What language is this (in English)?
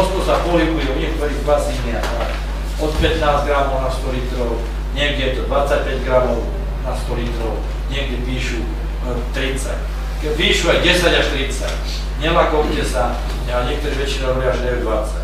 Slovak